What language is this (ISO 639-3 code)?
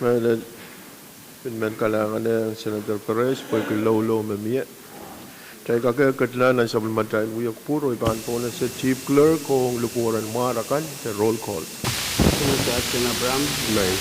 pon